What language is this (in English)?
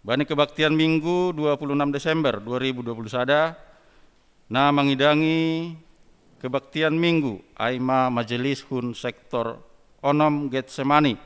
Batak Simalungun